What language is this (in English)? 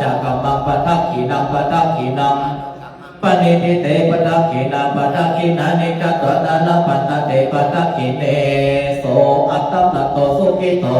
Pali